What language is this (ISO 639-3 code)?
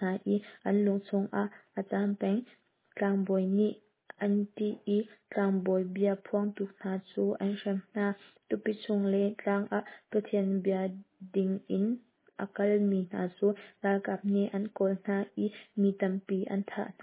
cnh